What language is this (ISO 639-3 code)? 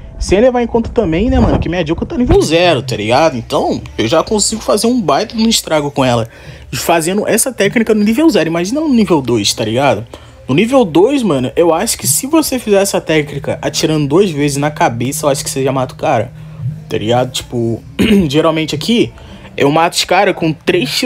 por